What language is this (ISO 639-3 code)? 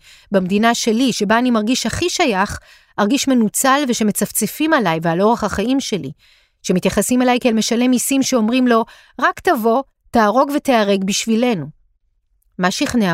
heb